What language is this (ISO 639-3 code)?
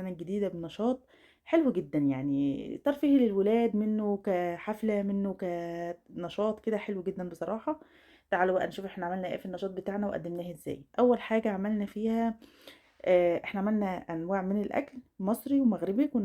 arz